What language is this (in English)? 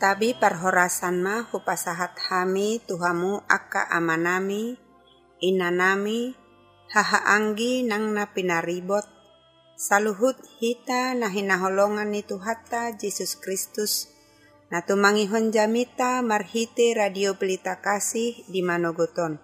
Batak Toba